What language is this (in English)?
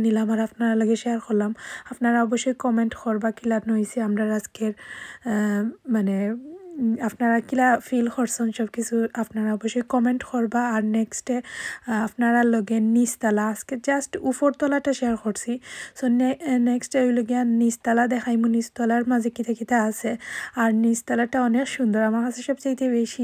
Sylheti